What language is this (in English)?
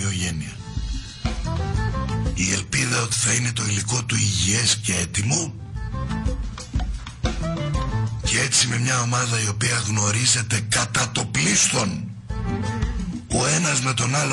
Greek